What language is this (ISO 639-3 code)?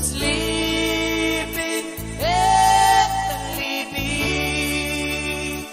pon